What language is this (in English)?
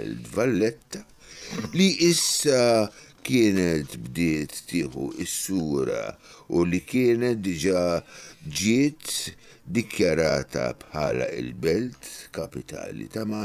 Maltese